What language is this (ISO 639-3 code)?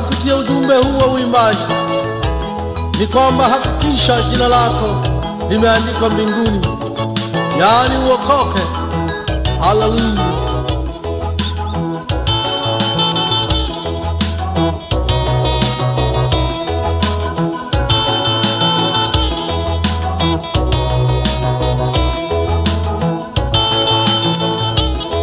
swa